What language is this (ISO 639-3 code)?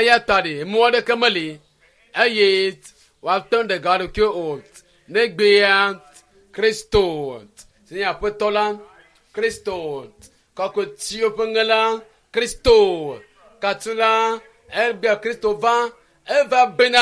ewe